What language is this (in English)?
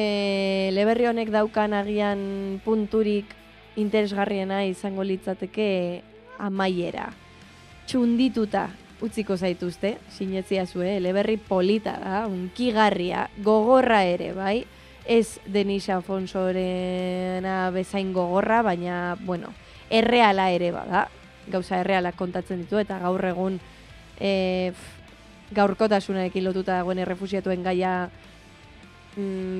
Basque